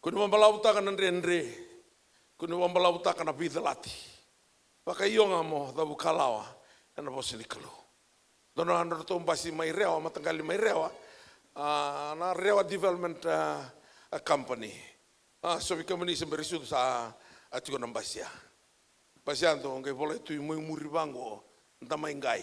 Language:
Fijian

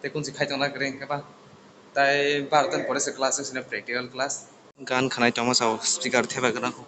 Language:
Kok Borok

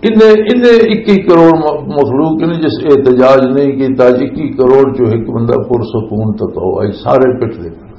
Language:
Western Panjabi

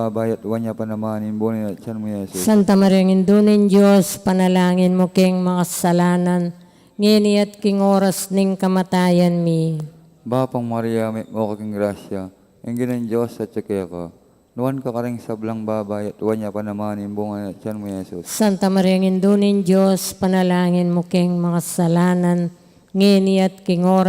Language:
Pampanga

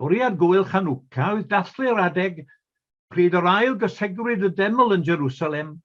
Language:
Welsh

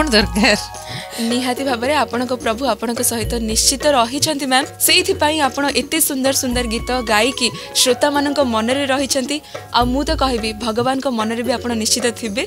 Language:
Odia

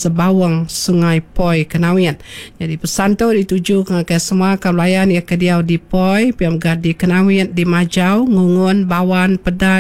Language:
Iban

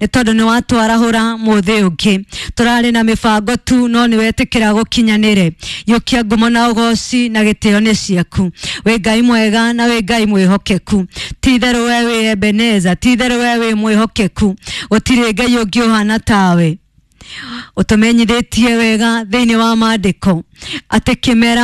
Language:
Kikuyu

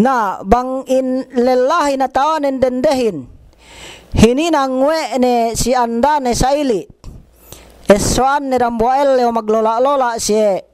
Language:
Yakan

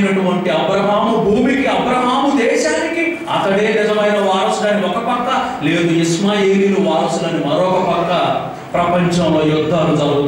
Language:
Telugu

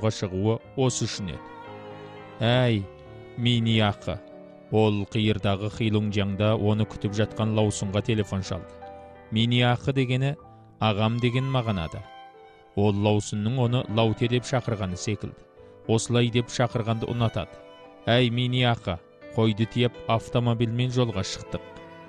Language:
Kazakh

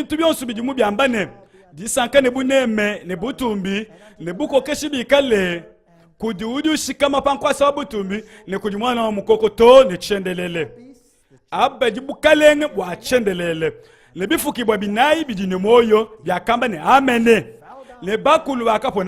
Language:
Luba-Lulua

